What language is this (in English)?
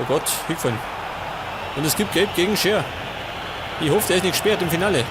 Bavarian